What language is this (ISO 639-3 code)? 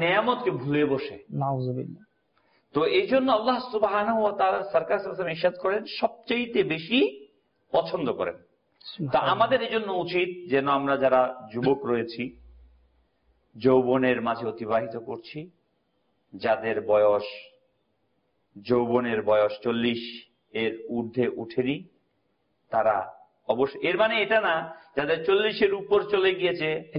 ben